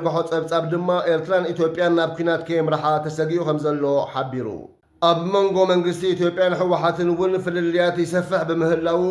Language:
Tigrinya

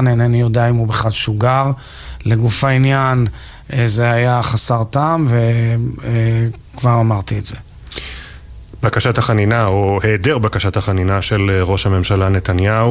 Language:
Hebrew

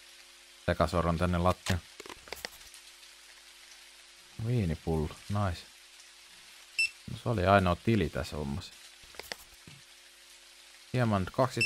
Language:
Finnish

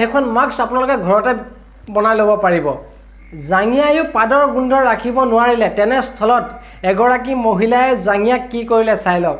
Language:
Assamese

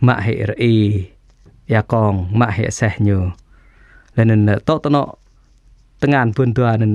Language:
Jarai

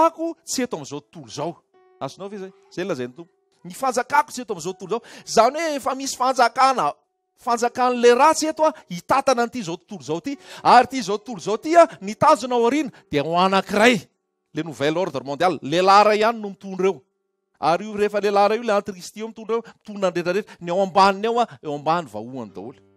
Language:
Malagasy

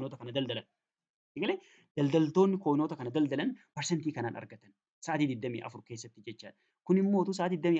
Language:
Oromo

